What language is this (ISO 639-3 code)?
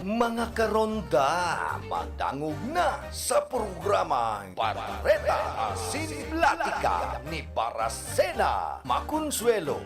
bik